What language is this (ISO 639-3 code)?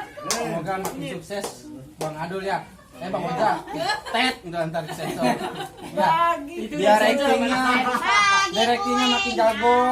bew